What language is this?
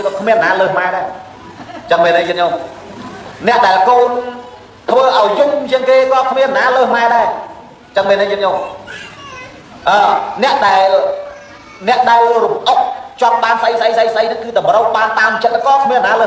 Khmer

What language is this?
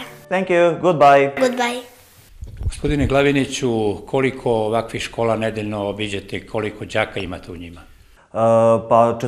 Serbian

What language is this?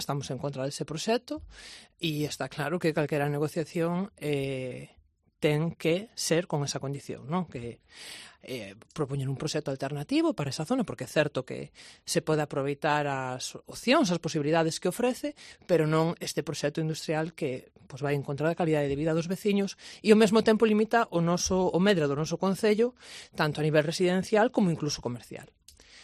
Galician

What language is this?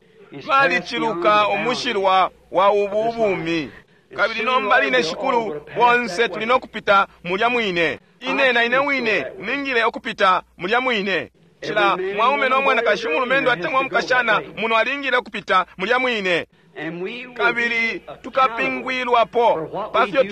Bemba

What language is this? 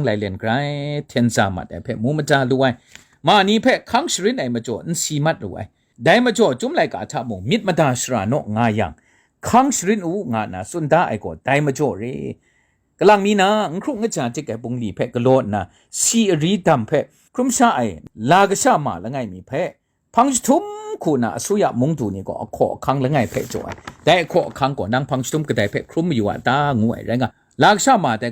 Kachin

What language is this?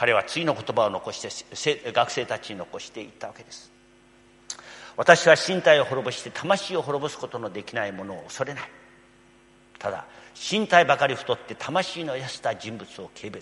Japanese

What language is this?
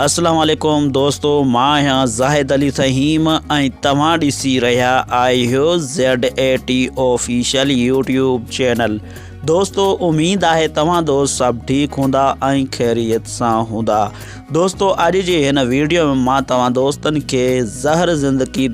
Sindhi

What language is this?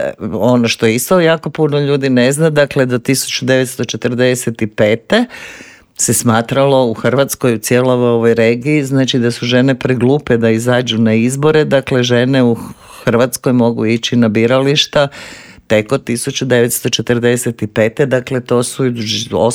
Croatian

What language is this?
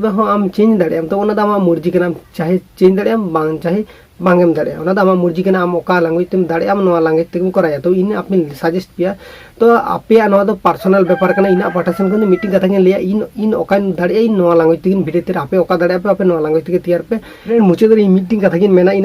Santali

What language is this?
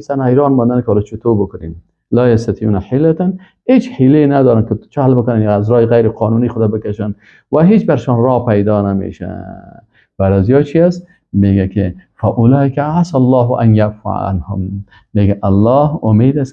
Persian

